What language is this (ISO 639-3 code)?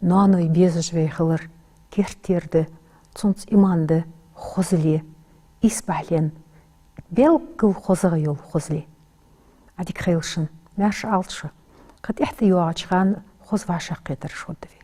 inh